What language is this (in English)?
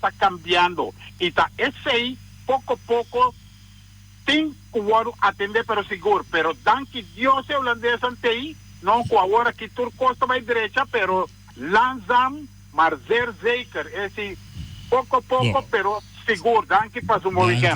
Papiamento